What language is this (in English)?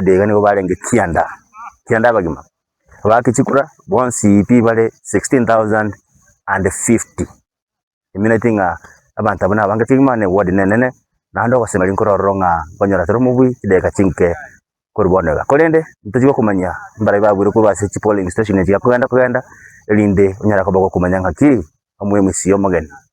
Gusii